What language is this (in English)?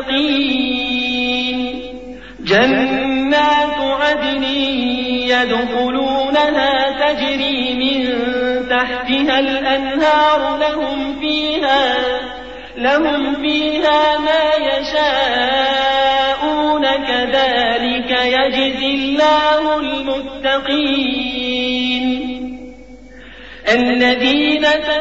Arabic